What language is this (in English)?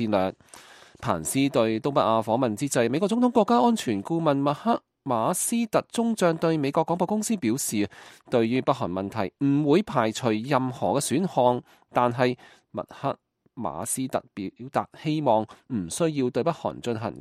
Cantonese